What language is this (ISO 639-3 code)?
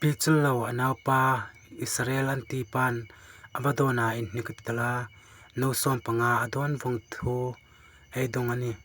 hmr